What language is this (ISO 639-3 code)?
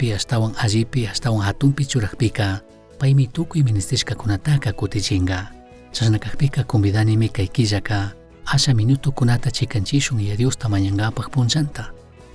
qug